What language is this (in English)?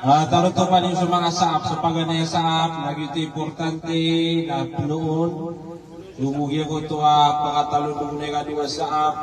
Maranao